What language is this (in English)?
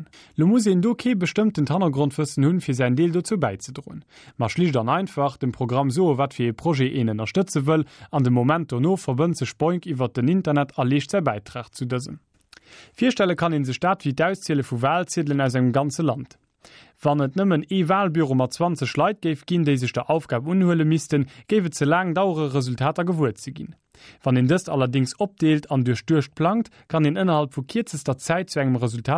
Luxembourgish